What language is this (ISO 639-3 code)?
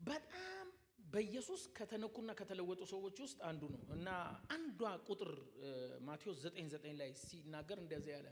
amh